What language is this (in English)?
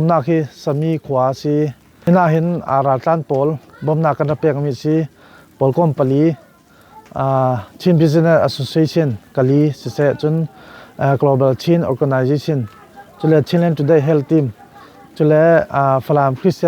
Falam Chin